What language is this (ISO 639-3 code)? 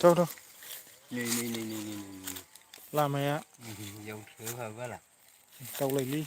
brx